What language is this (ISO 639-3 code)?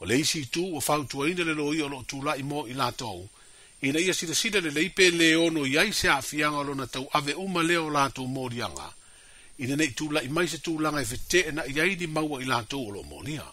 smo